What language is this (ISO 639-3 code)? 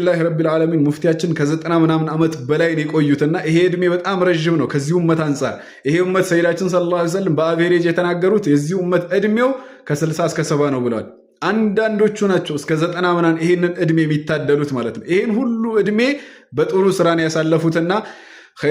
amh